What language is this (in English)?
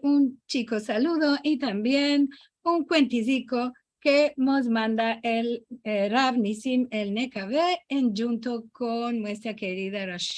Ladino